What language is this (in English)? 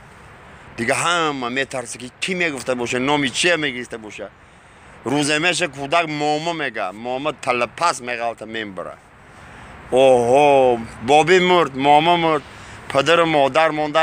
Tajik